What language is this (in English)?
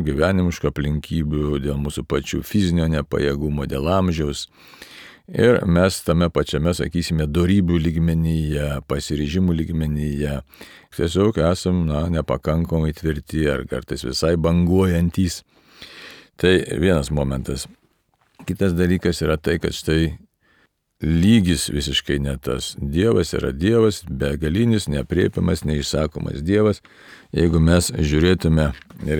Lithuanian